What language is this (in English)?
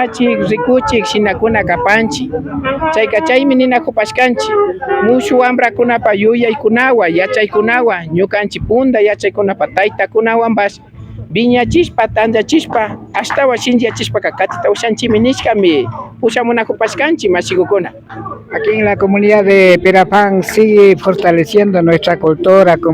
Imbabura Highland Quichua